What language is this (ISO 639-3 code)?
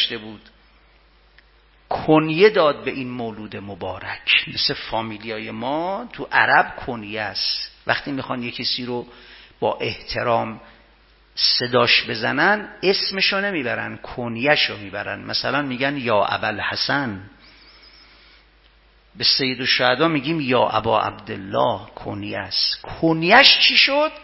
fas